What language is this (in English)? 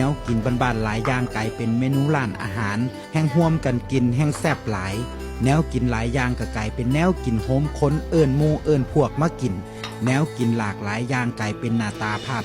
Northeastern Thai